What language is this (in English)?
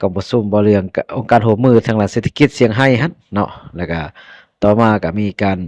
Lao